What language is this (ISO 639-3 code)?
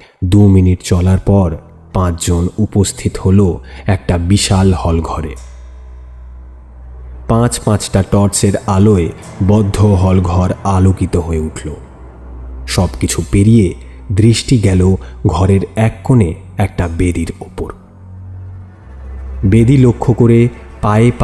ben